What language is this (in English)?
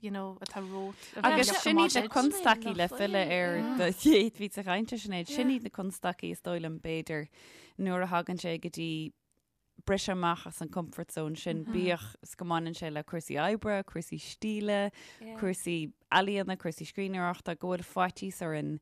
Irish